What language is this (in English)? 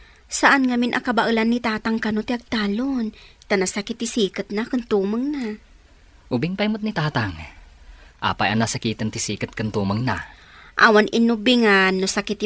Iloko